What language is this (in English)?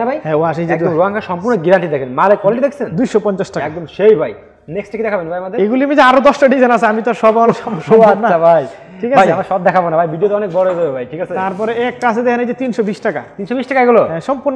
Bangla